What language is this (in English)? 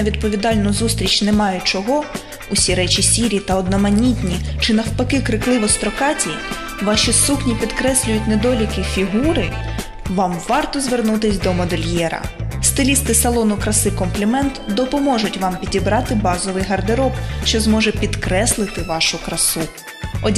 Ukrainian